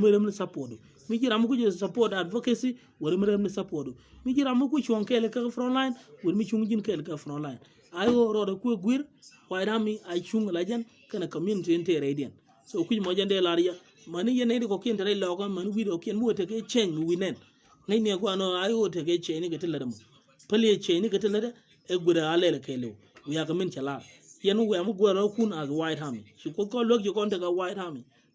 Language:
Nuer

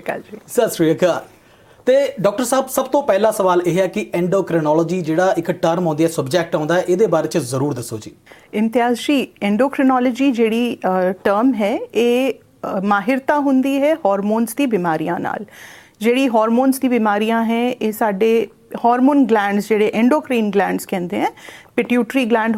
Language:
Punjabi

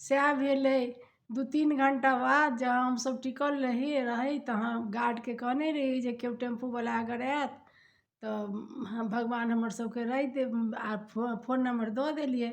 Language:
Maithili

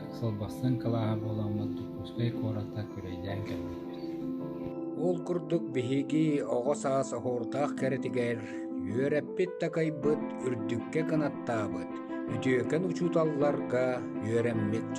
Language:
Yakut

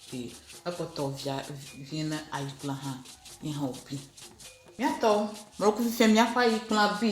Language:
Ewe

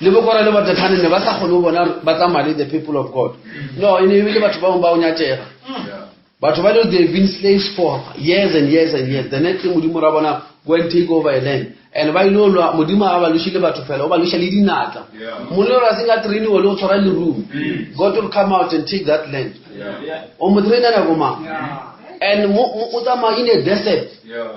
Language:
Northern Sotho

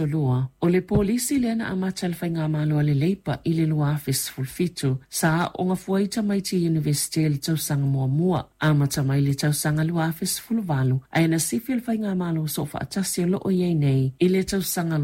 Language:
Samoan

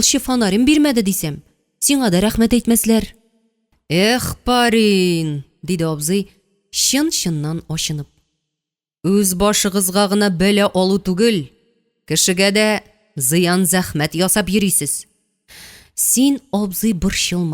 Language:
Tatar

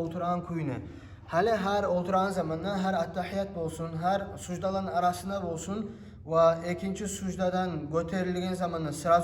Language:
Kumyk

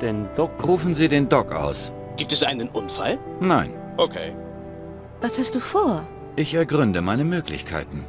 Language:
Bavarian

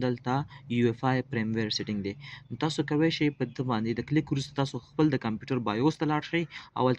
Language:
Pashto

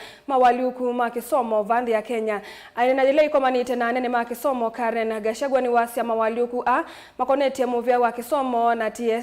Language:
Kamba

